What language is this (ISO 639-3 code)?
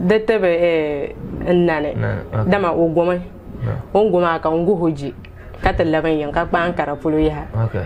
dag